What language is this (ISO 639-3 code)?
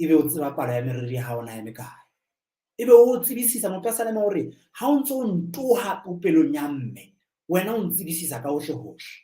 sot